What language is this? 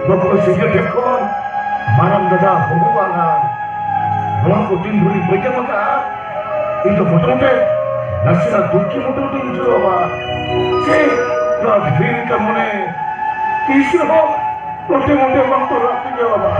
Santali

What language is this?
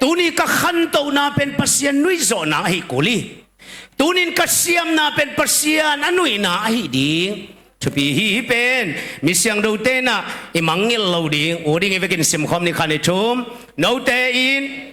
Tedim Chin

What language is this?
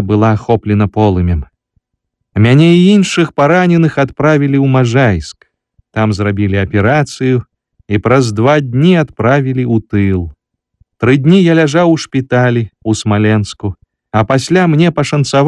Belarusian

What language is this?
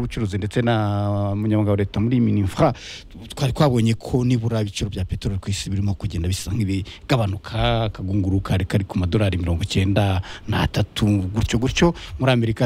Kinyarwanda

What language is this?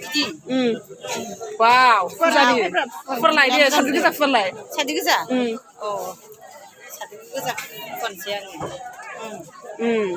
Bodo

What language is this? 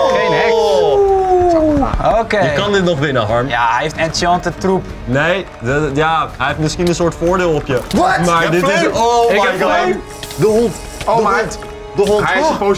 Dutch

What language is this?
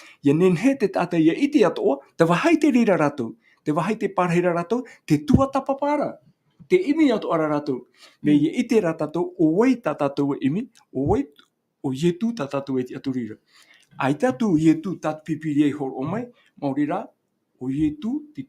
Tahitian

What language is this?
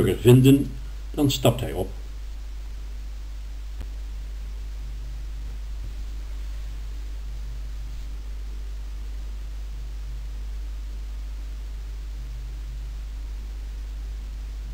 Dutch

